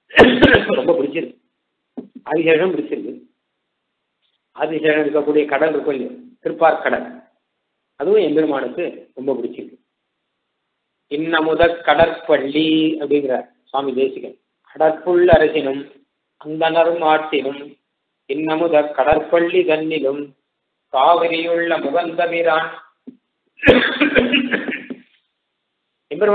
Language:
Tamil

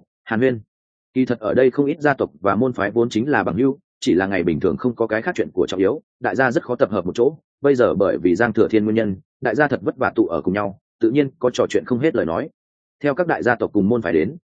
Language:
Vietnamese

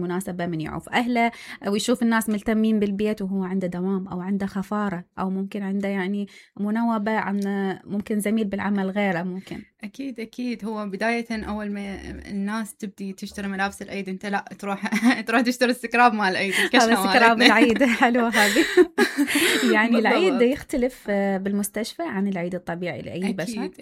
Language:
Mesopotamian Arabic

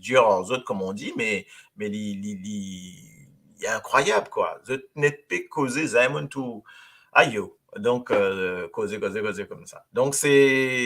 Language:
Morisyen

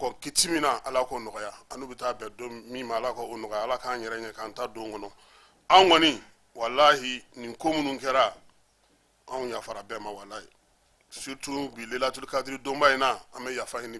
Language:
Bambara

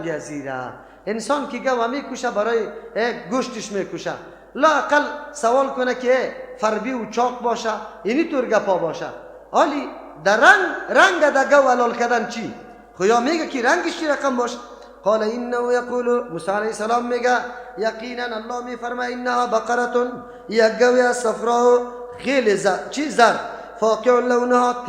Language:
Persian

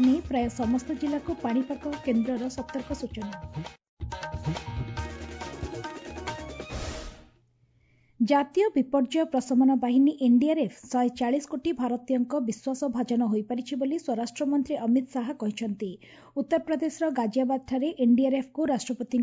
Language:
Odia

